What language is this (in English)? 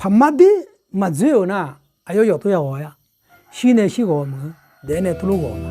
Akha